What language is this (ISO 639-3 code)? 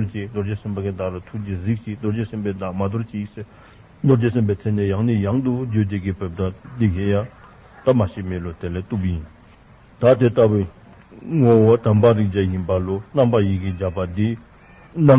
dzo